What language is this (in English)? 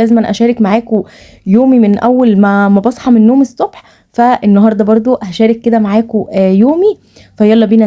Egyptian Arabic